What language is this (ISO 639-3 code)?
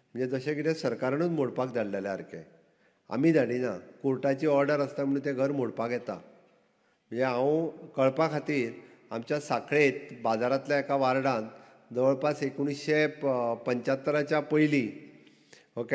kok